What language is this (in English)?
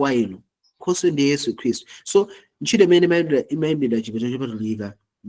Nyanja